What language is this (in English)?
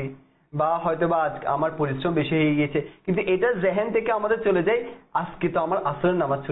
Bangla